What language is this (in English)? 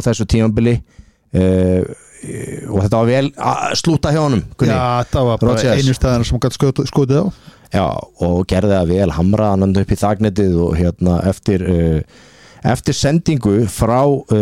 Icelandic